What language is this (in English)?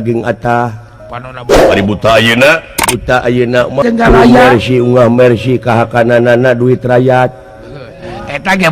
Sundanese